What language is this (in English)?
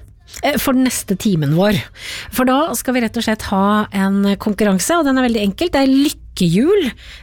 Norwegian